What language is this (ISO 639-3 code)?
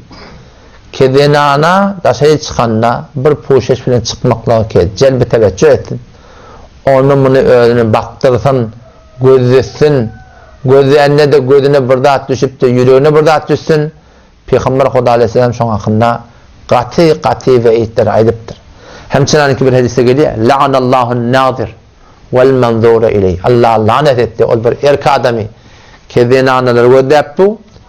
tuk